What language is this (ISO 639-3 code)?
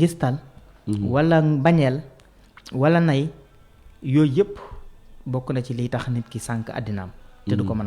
wol